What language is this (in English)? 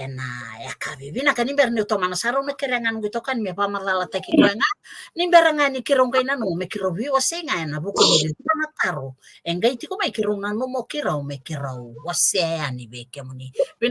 Fijian